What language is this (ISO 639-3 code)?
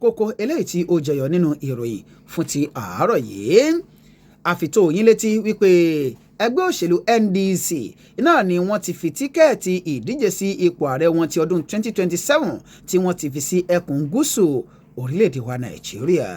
yor